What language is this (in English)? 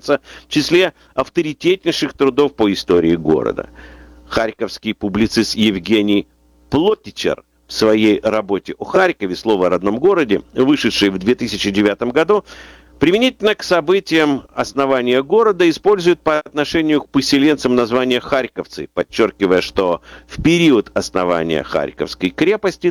Russian